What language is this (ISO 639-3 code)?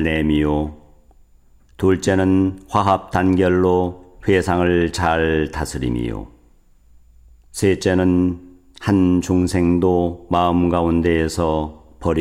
kor